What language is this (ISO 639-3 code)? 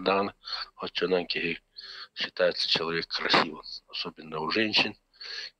sah